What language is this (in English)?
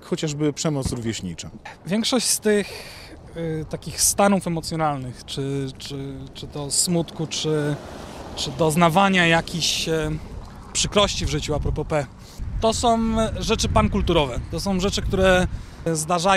Polish